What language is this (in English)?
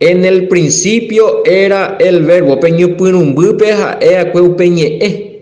Guarani